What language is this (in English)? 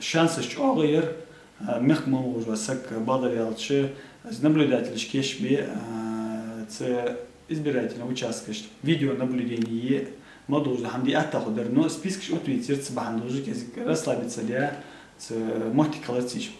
Ingush